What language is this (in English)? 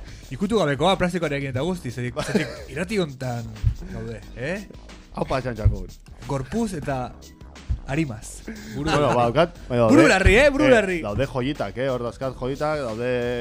Basque